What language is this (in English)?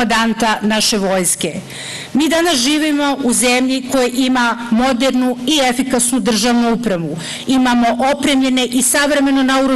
Serbian